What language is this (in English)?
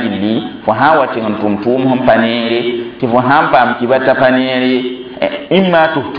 Mossi